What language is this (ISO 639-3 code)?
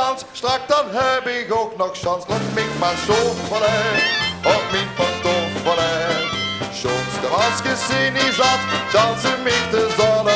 lim